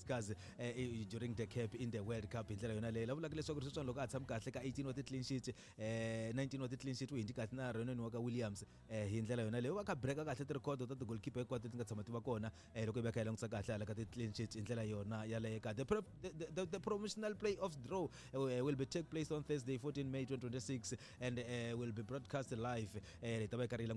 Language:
Tsonga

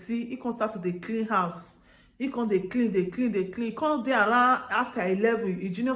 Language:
Nigerian Pidgin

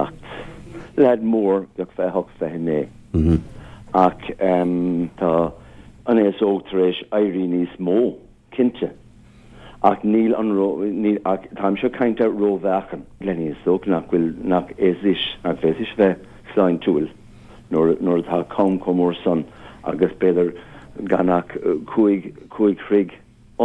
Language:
Irish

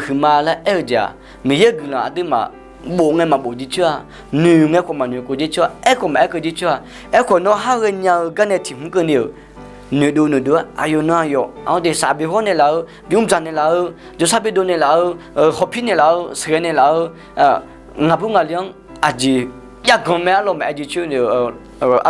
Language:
Akha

